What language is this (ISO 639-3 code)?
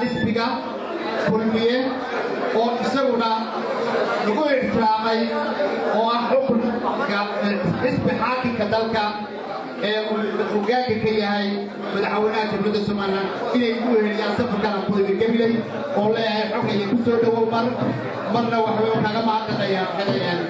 som